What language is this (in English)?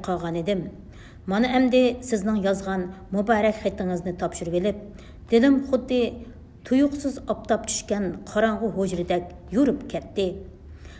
Uyghur